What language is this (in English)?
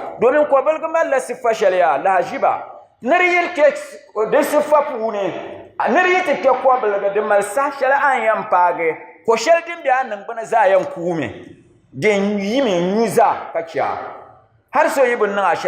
Dagbani